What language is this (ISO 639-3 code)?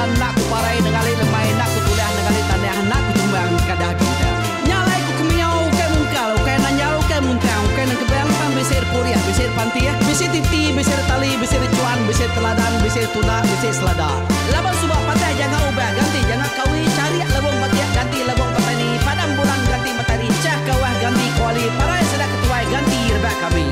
iba